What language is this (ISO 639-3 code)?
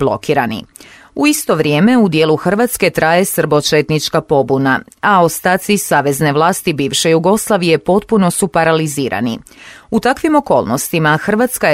hrv